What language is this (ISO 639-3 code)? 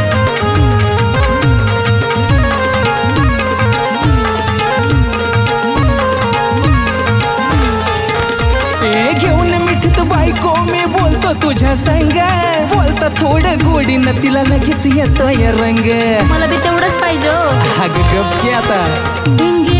mar